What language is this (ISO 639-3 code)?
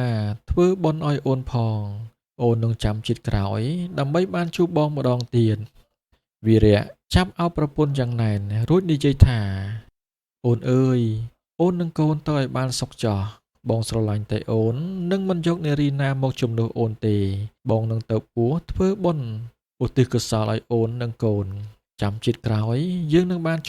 khm